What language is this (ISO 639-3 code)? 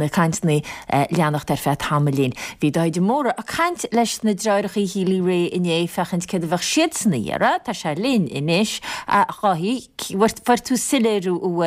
gle